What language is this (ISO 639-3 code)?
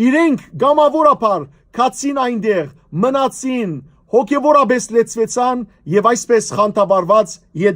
hyw